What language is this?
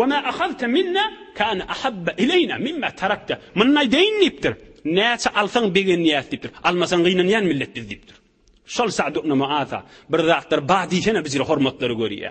Turkmen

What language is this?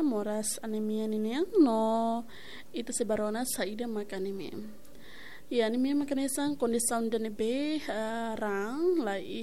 Tetum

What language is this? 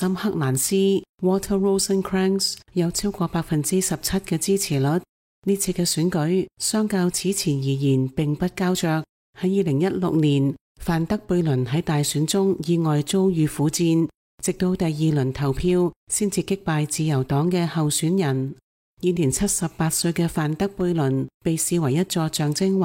Cantonese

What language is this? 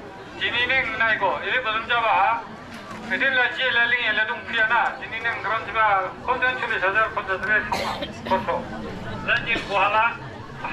Dimasa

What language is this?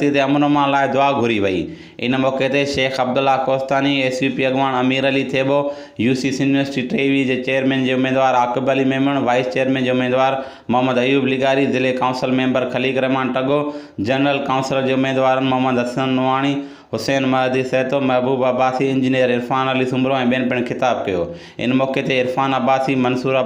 Sindhi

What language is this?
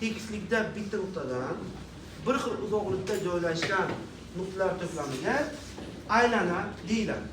Uzbek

